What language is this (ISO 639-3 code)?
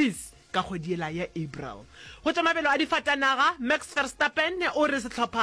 nso